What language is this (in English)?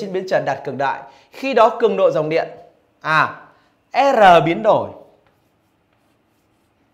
Vietnamese